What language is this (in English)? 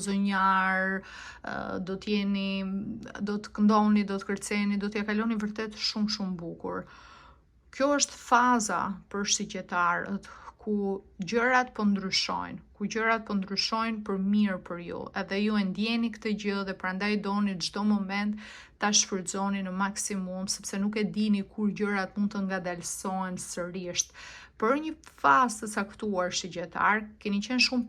Albanian